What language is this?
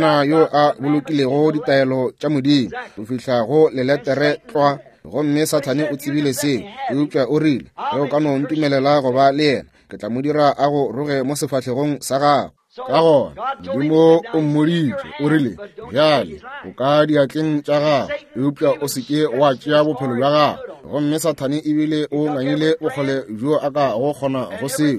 Northern Sotho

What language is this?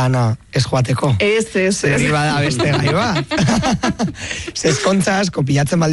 Basque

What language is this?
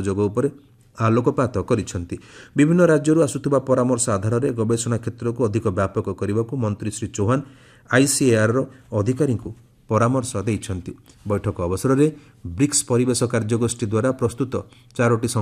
Odia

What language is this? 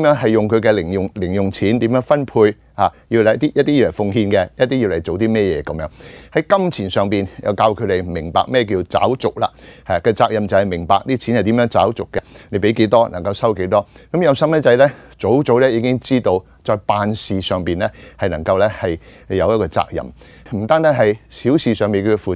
Cantonese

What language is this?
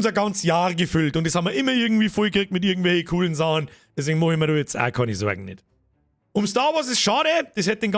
Bavarian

